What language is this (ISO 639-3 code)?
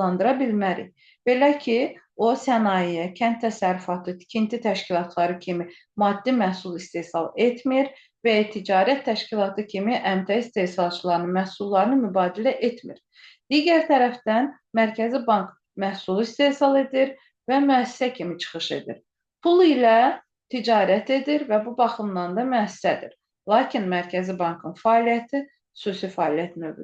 aze